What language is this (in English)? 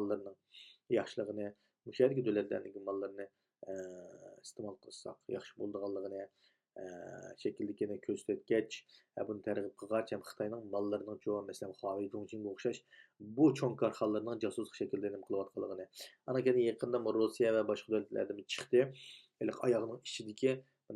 Uyghur